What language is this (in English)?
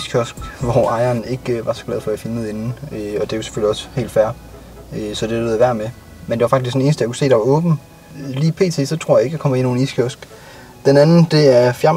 Danish